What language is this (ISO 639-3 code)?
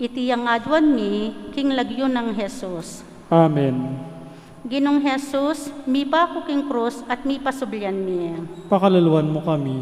pam